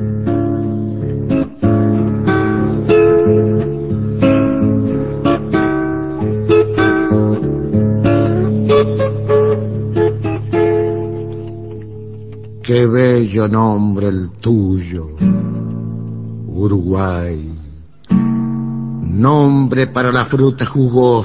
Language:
Spanish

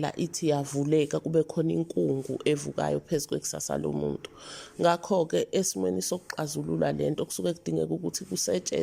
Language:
Zulu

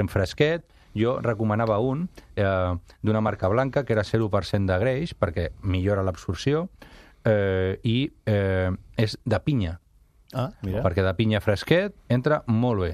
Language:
Catalan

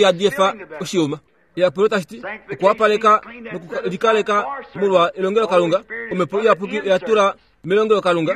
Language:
Kuanyama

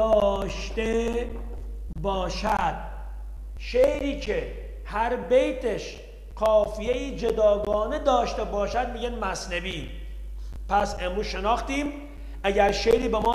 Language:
Persian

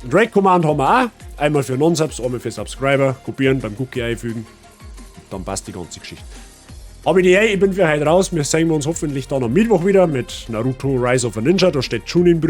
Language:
Bavarian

